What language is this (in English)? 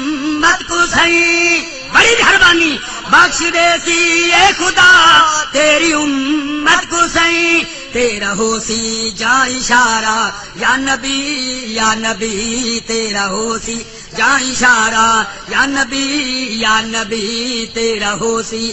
Saraiki